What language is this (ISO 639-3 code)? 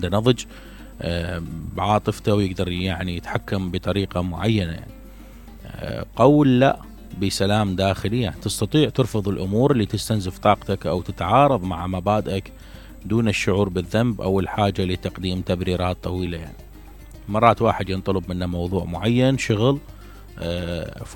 acm